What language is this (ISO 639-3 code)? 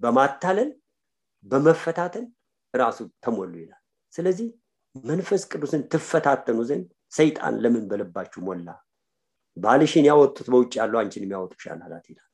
amh